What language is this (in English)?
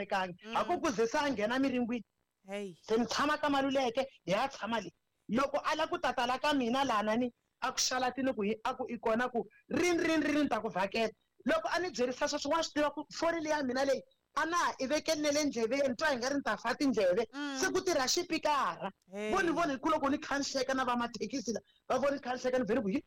Tsonga